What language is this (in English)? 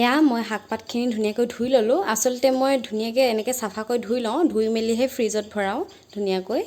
Assamese